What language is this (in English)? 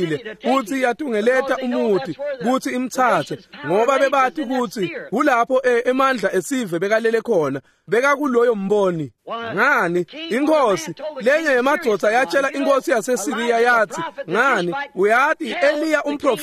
Swati